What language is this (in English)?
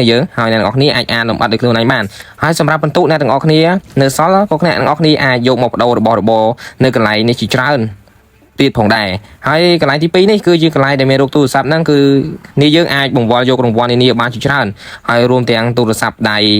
Khmer